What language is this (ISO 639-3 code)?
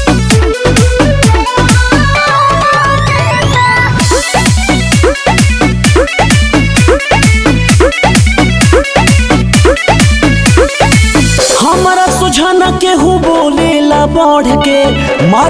bho